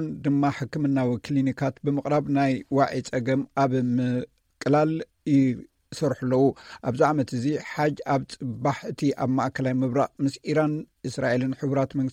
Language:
Tigrinya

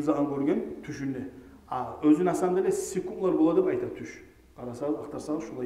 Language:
Kumyk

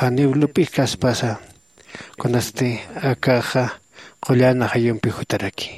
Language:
Aymara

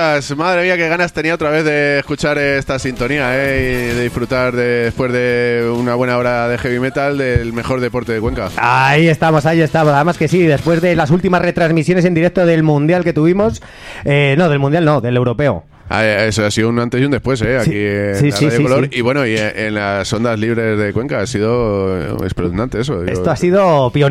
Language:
Spanish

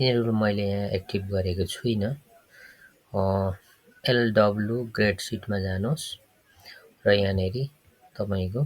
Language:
Nepali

